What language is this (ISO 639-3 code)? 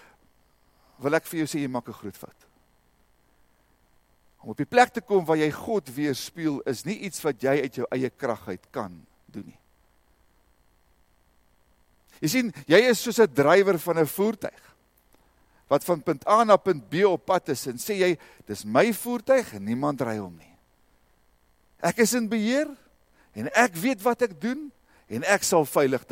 afr